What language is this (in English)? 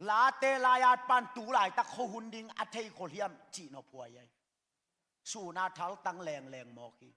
Tedim Chin